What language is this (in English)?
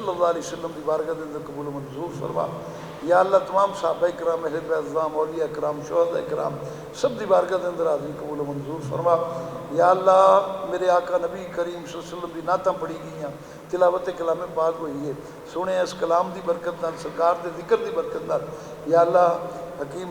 Western Panjabi